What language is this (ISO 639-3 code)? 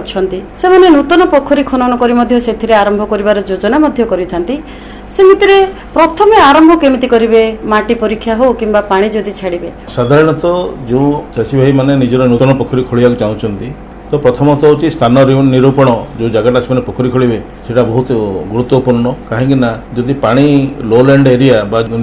ori